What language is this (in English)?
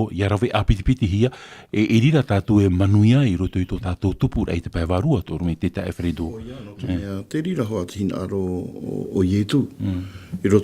Tahitian